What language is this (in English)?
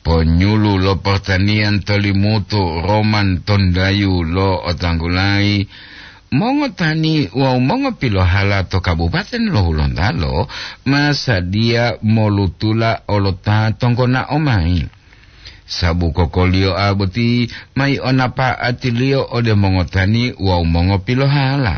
Gorontalo